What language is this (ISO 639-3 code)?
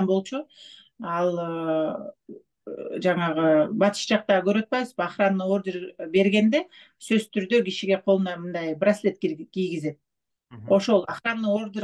kir